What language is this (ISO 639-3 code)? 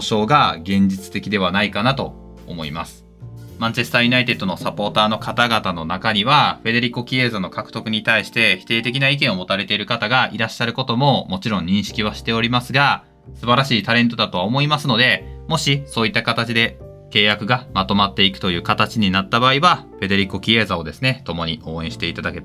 jpn